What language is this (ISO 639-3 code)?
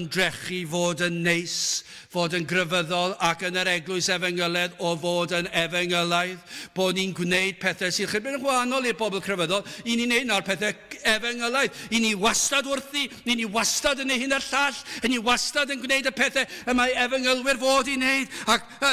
cym